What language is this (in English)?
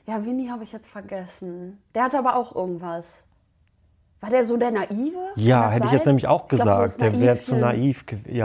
German